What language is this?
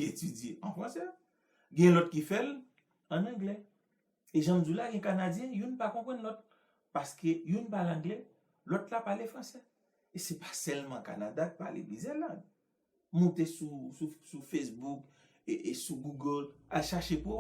Haitian Creole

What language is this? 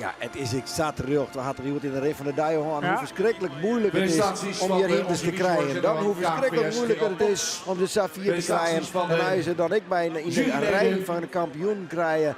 Western Frisian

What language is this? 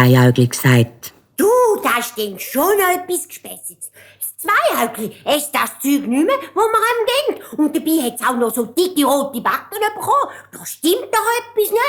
Swiss German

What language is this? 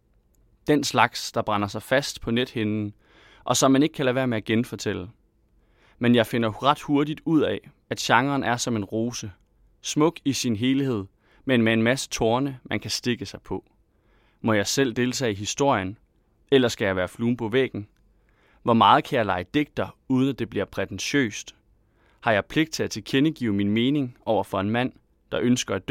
Danish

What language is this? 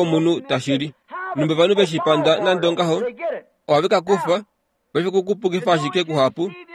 Kuanyama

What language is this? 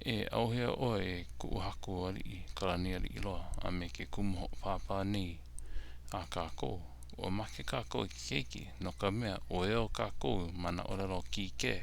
Hawaiian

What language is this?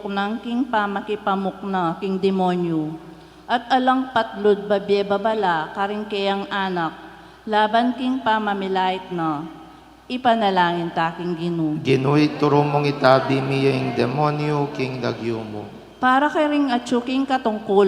Pampanga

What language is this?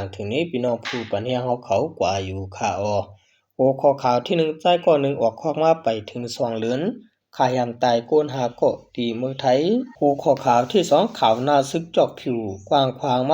Shan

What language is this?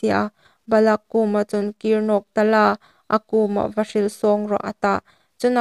Hmar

